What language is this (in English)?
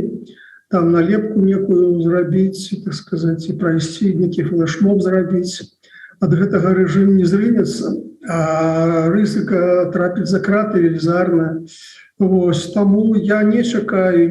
Belarusian